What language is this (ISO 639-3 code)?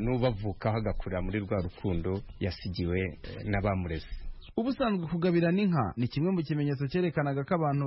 kin